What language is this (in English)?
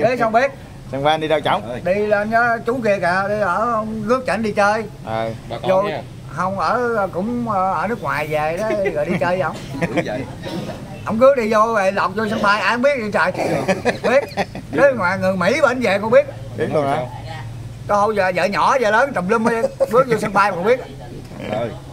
Vietnamese